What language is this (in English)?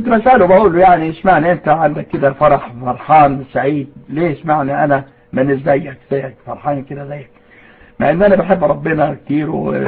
Egyptian Arabic